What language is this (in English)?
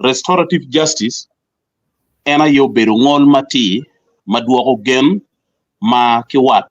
Acoli